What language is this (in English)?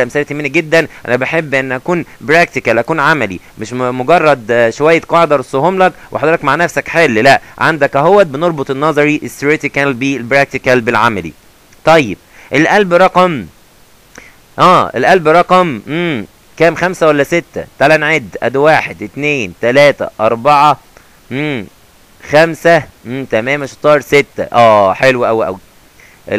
Egyptian Arabic